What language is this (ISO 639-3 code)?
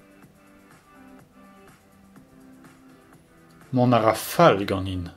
bre